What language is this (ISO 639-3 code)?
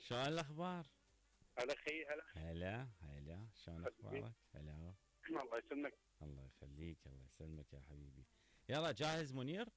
acm